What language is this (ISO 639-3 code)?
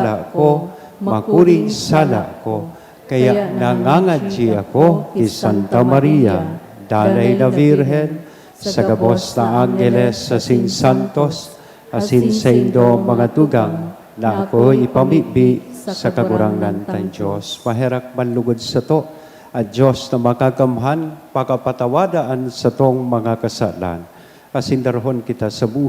bik